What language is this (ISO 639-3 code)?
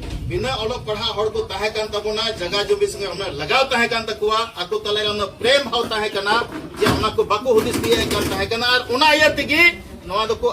sat